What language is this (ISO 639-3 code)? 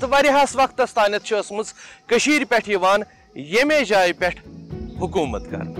kas